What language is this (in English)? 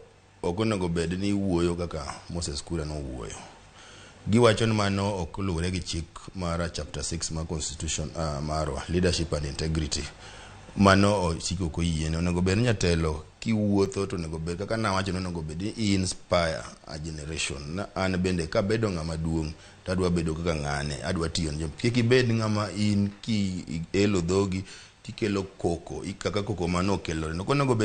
Luo (Kenya and Tanzania)